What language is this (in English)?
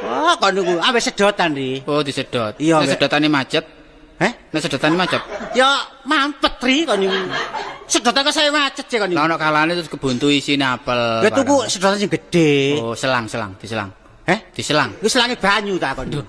Javanese